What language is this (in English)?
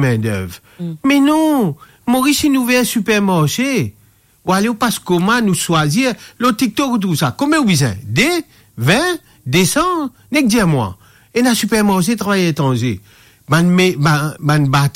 Morisyen